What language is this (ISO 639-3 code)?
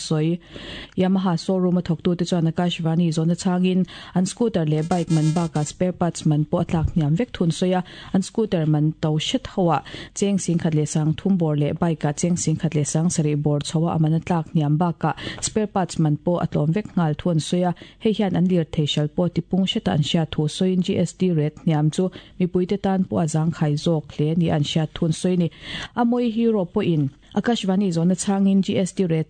lus